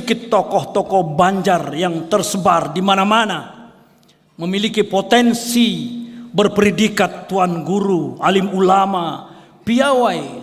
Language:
Banjar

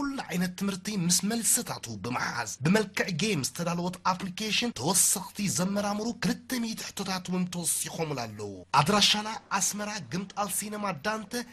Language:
Tigrinya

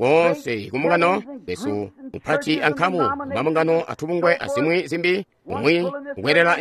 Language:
Tonga (Zambia)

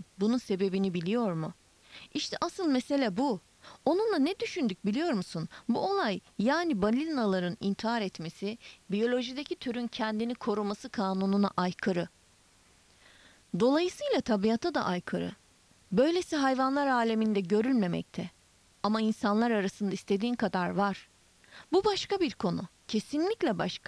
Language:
Turkish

